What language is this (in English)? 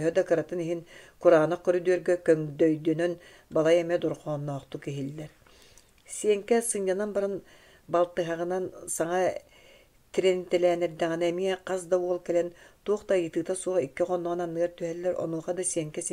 Yakut